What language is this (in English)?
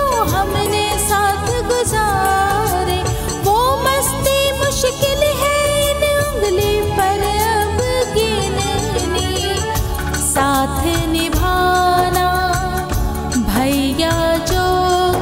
Hindi